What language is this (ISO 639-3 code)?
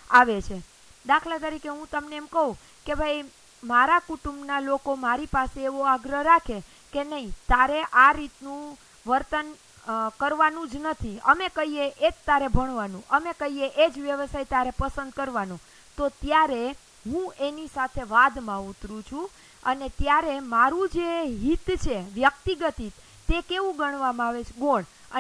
guj